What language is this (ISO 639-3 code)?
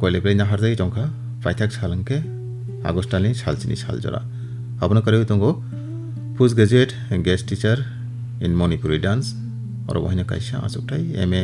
trp